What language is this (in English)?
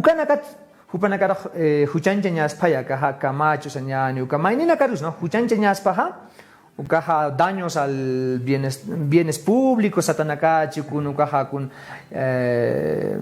Aymara